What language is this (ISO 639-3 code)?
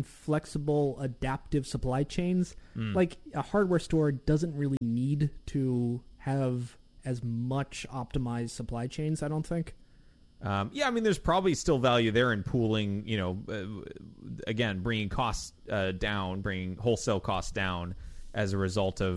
eng